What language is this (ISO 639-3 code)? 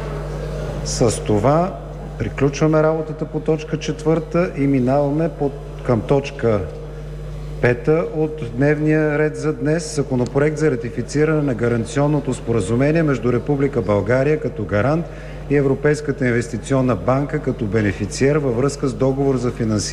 bul